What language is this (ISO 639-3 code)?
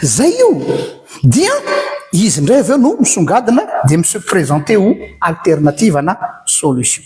mlg